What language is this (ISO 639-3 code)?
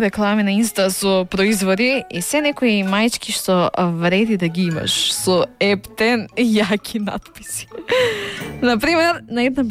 mkd